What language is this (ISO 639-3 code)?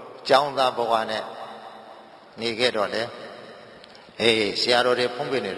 mya